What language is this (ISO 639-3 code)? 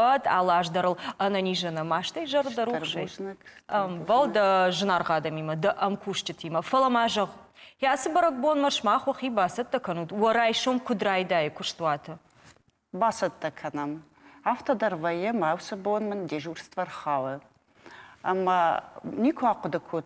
oss